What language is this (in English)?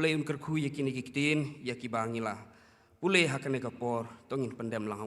Khasi